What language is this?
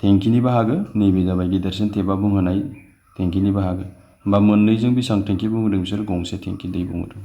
Bodo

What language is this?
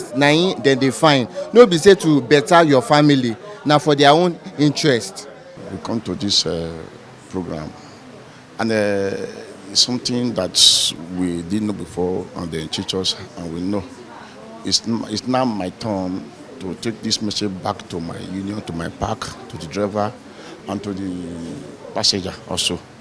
Nigerian Pidgin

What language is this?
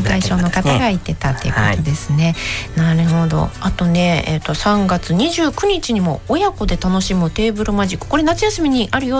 Japanese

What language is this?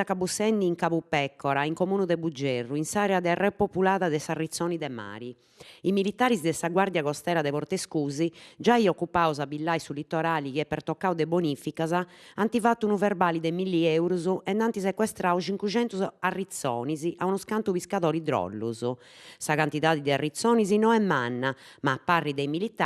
Sardinian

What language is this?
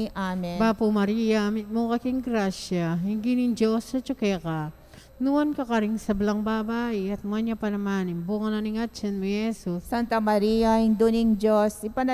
Pampanga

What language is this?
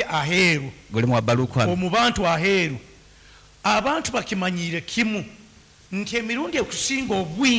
Nyankole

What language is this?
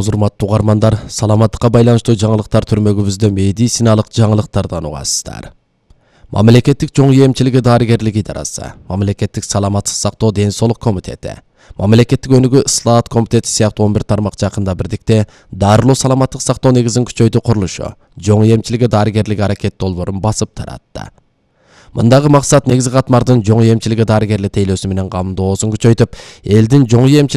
Kyrgyz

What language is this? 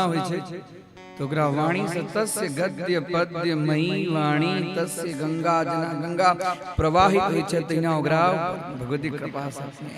Maithili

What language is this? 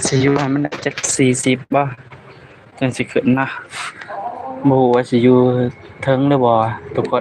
Lao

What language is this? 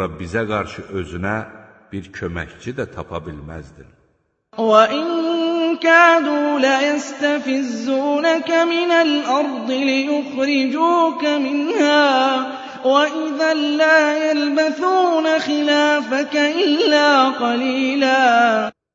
Azerbaijani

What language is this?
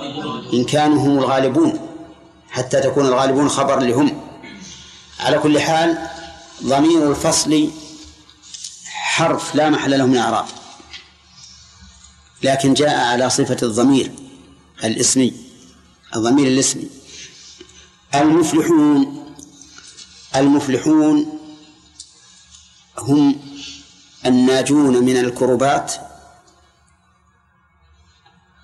Arabic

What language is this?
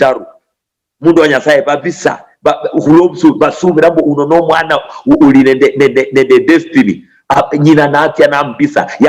Luyia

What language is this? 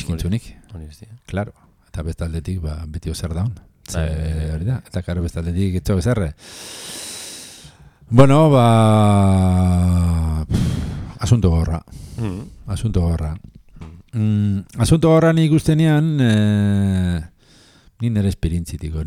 Basque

